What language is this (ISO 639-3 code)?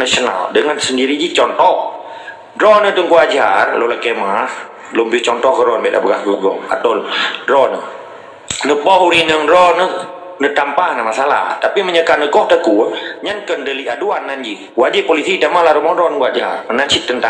ace